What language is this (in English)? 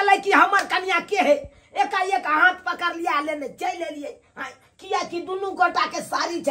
Maithili